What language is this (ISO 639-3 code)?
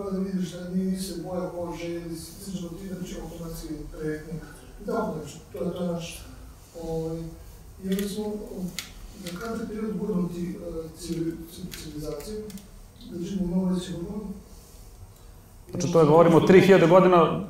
srp